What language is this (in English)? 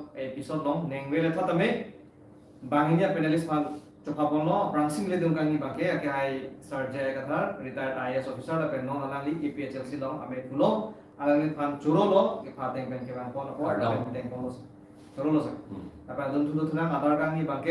Karbi